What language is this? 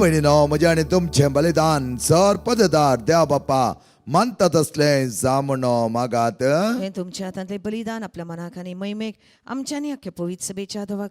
Konkani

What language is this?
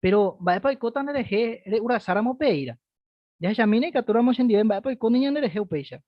Guarani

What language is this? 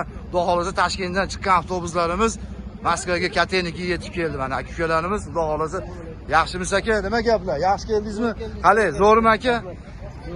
Uzbek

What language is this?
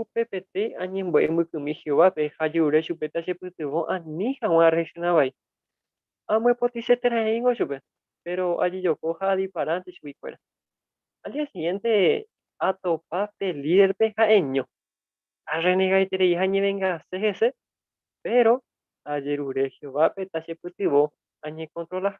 Guarani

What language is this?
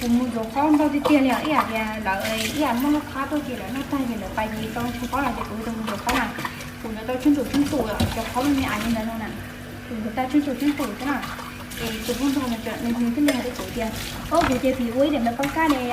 Hmong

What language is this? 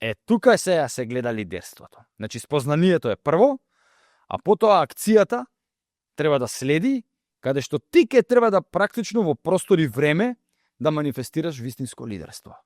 Macedonian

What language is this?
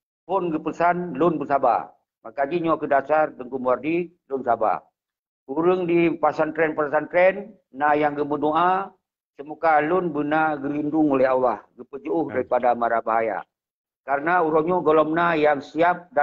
Achinese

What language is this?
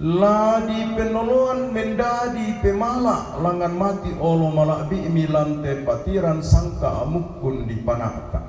Toraja-Sa'dan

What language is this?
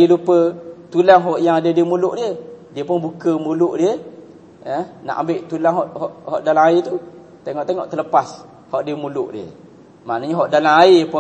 Malay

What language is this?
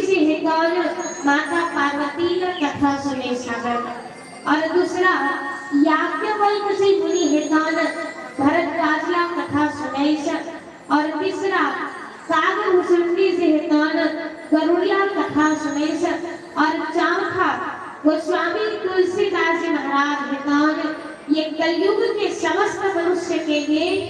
Chhattisgarhi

